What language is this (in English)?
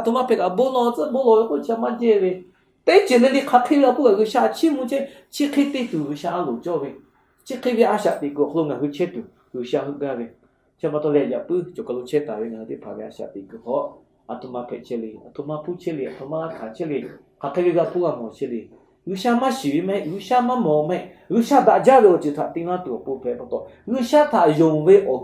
Lahu